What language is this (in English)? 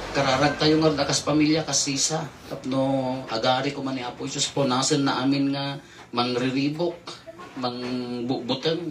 Iloko